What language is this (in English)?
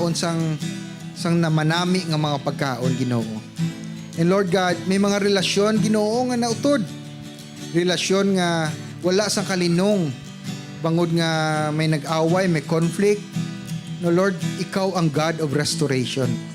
Hiligaynon